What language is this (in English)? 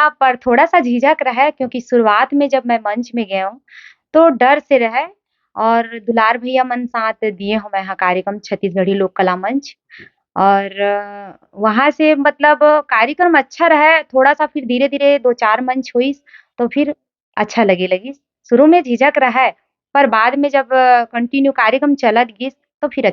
Chhattisgarhi